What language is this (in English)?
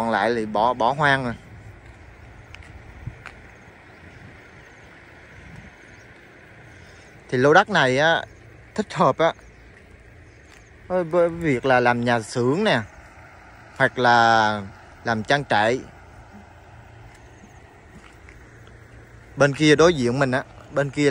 Vietnamese